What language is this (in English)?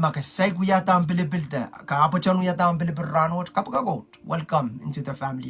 Pohnpeian